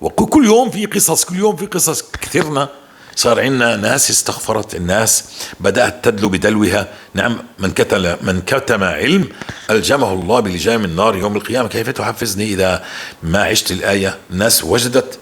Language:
North Levantine Arabic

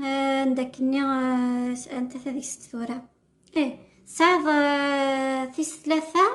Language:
Kabyle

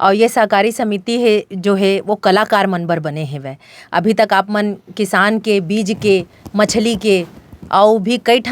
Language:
Chhattisgarhi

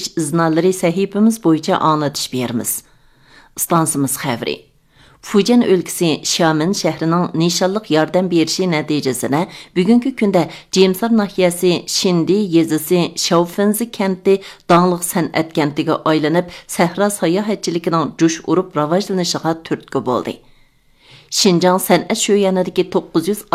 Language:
Uyghur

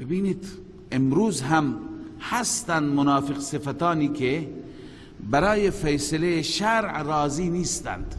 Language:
Persian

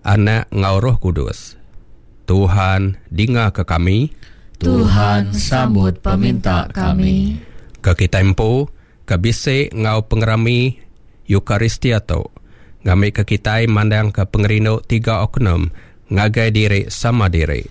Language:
Iban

